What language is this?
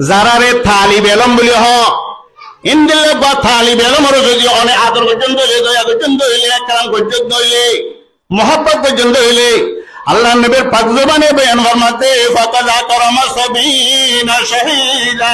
Rohingya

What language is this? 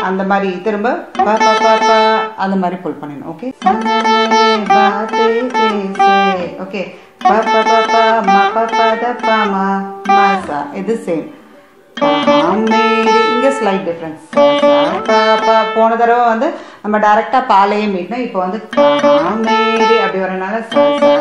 Tamil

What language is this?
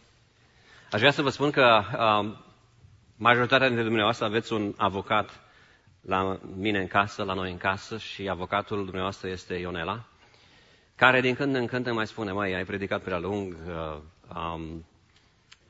Romanian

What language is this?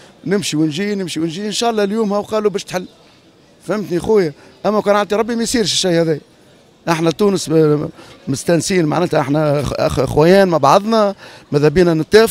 Tunisian Arabic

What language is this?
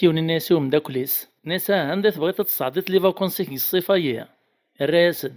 Kabyle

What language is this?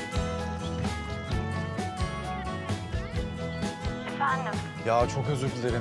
Turkish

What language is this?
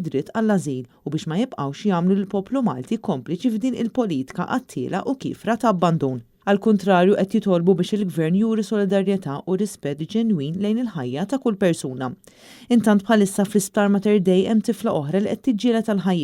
Maltese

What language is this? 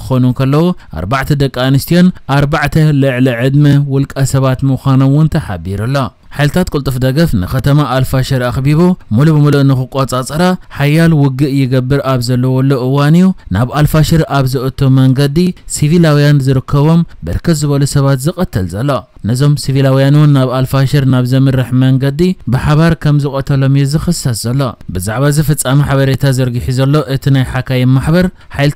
Tigrinya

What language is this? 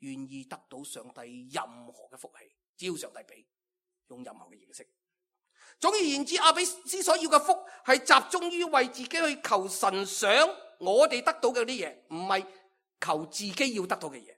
Cantonese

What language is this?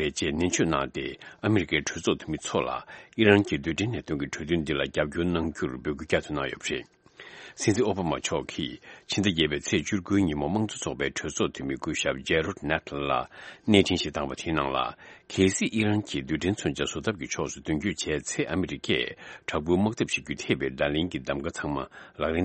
Tibetan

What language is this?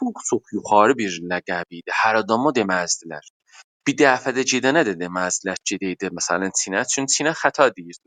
South Azerbaijani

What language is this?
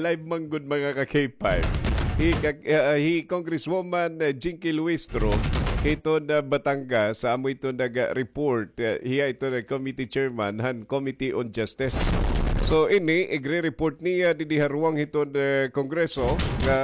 Waray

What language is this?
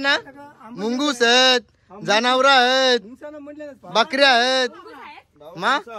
Marathi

